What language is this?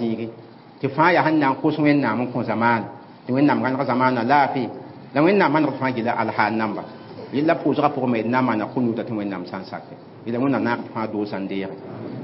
Mossi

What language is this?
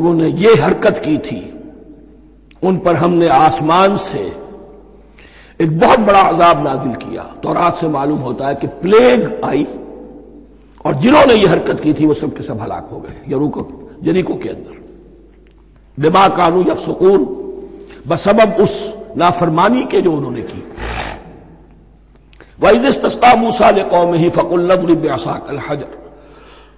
Urdu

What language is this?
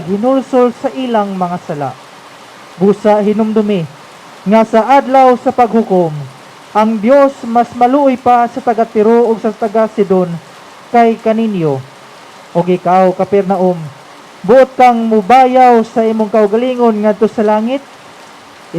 Cebuano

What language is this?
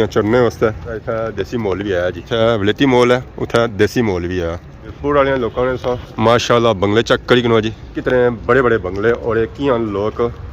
Pahari-Potwari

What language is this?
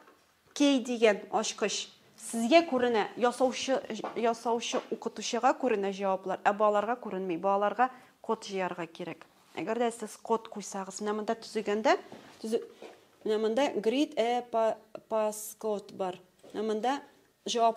Tatar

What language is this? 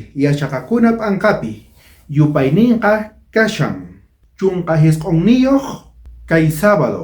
South Bolivian Quechua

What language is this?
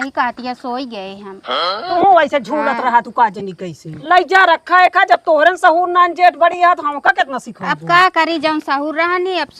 Awadhi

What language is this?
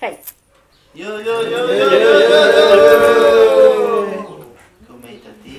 Mapuche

